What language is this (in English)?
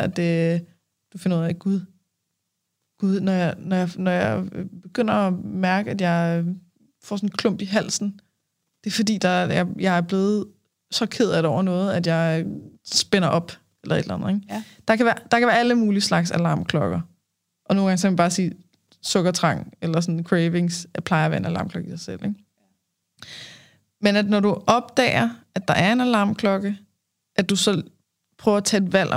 Danish